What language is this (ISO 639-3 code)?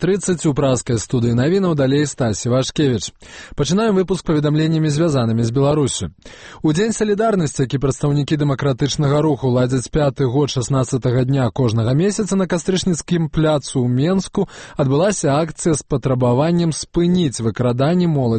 bel